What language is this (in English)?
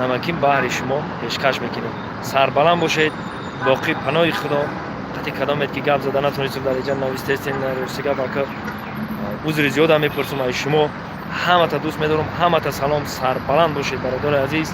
Tajik